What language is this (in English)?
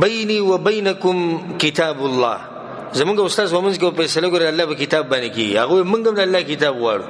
Pashto